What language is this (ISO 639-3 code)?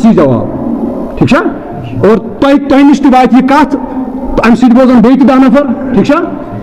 kas